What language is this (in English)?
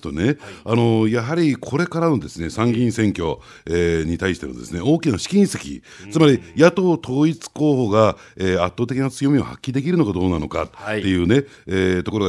Japanese